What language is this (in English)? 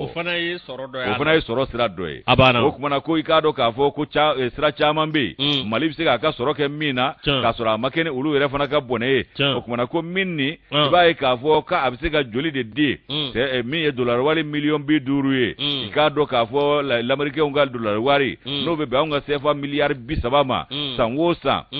Bambara